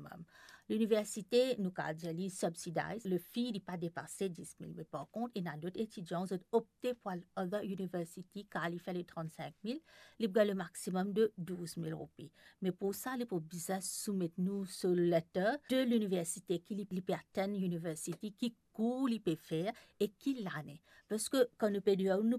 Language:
Morisyen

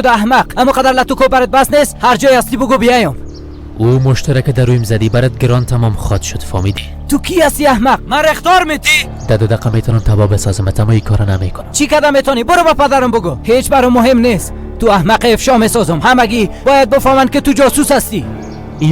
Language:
Persian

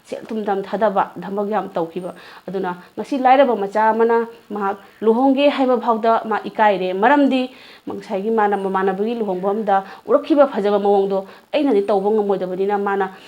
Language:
Manipuri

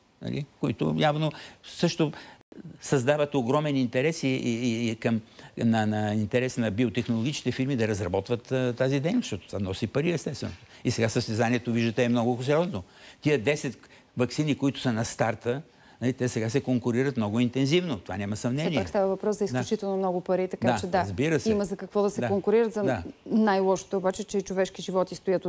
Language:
Bulgarian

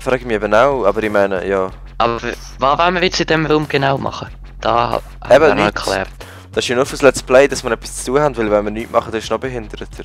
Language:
Swiss German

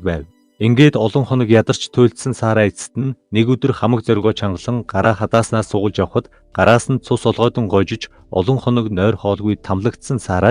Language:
Mongolian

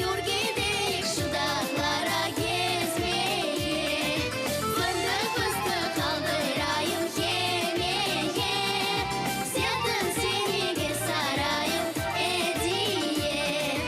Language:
Crimean Tatar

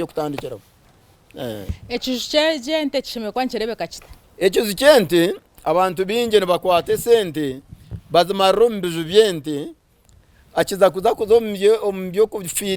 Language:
Nyankole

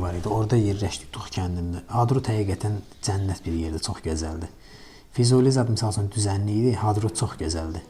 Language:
Azerbaijani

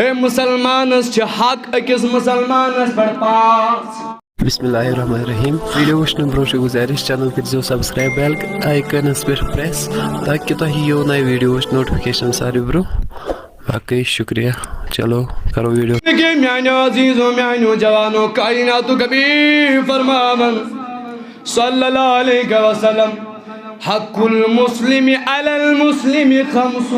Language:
Kashmiri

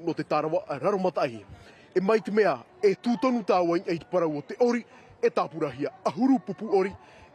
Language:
Tahitian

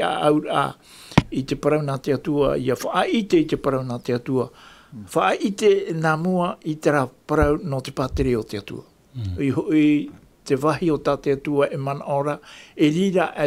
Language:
Tahitian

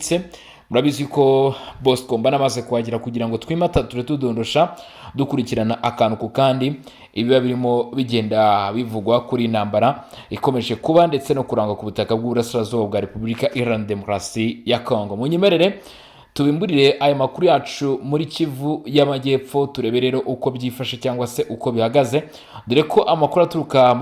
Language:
Kinyarwanda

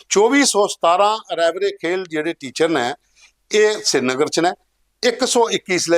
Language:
Dogri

